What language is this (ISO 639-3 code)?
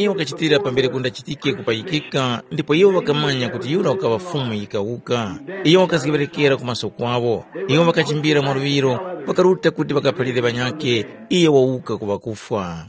tum